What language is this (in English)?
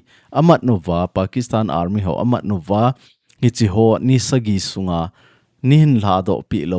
Thado Chin